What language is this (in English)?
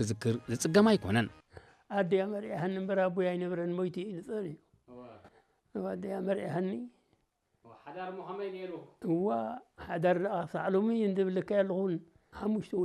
Tigrinya